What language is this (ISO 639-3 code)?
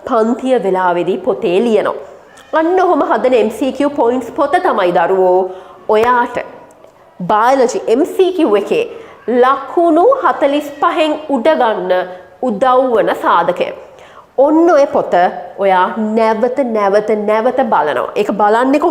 sin